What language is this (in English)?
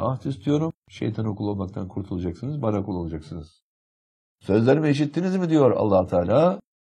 Turkish